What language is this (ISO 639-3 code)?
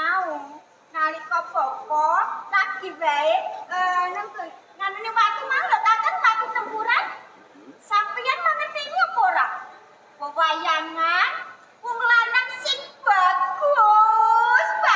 jav